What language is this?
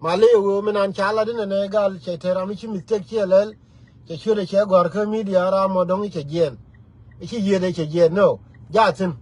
Nuer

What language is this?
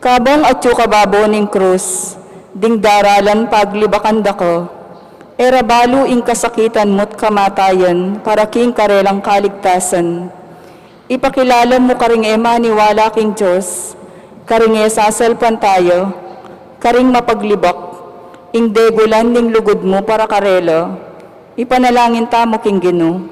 Pampanga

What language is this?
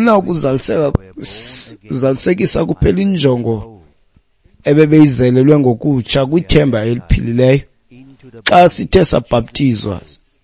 Xhosa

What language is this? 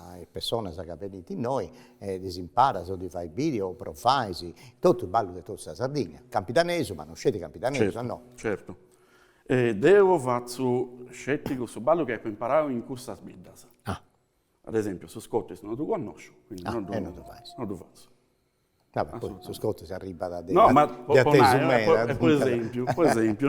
Sardinian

